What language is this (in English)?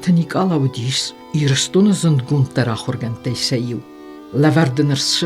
Ossetic